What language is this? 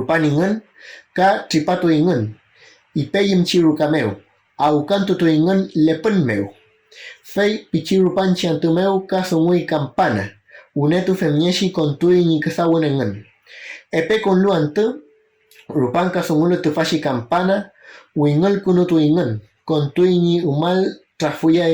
Mapuche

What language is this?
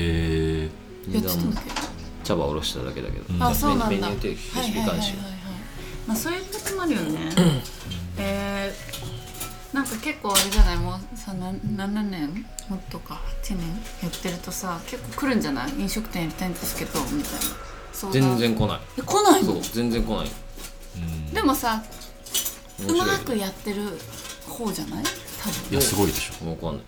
Japanese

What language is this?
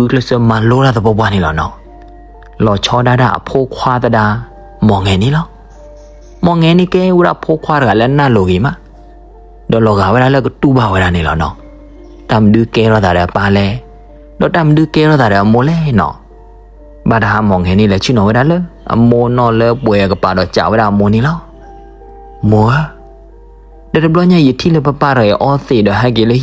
S'gaw Karen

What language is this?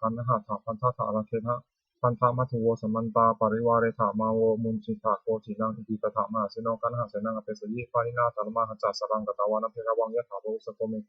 Pali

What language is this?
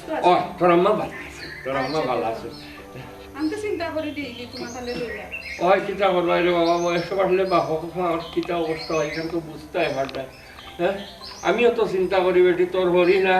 Sylheti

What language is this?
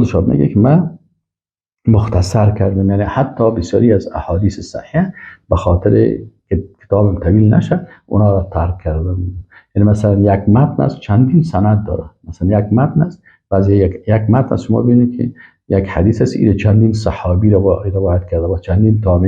Persian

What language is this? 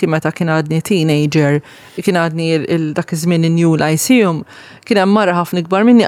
Maltese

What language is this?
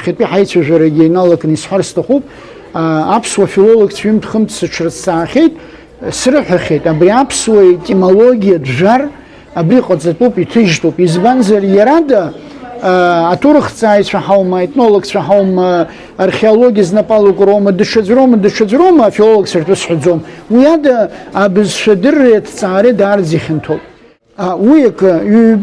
Abkhazian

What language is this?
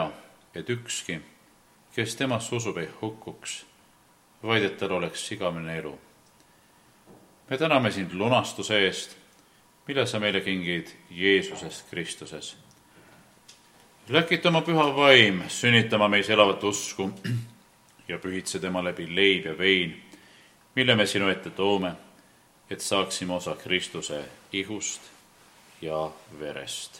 Estonian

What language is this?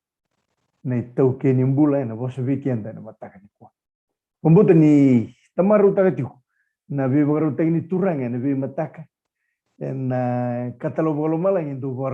Fijian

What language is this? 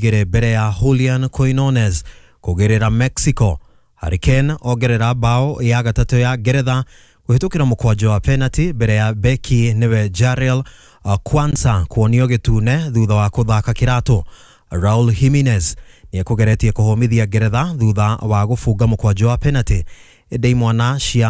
Kikuyu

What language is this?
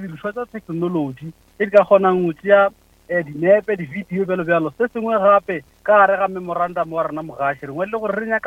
Northern Sotho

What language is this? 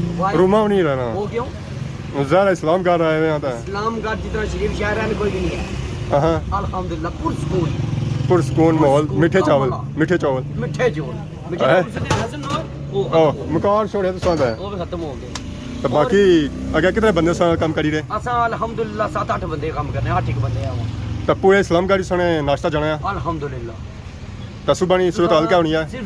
Pahari-Potwari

